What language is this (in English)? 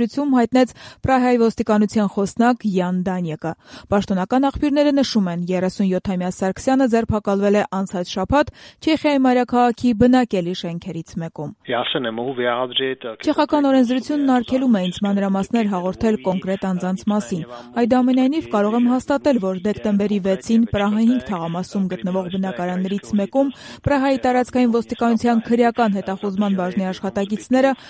Armenian